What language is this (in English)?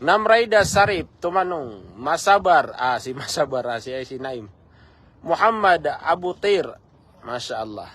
Maranao